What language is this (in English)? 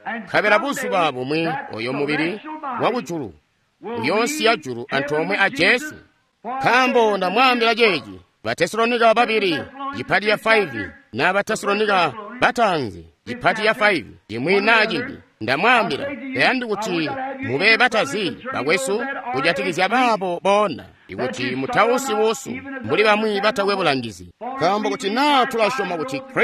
Tonga (Zambia)